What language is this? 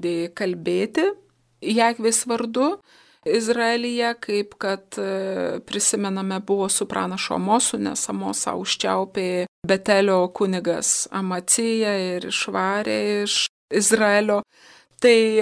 Lithuanian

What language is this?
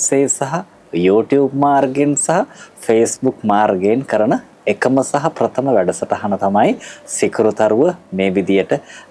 Sinhala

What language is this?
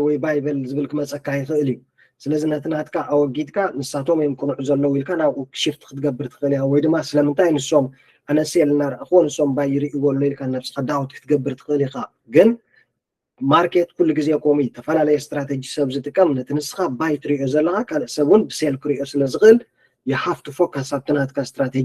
Tigrinya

